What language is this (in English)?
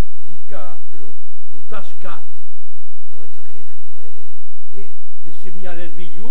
Occitan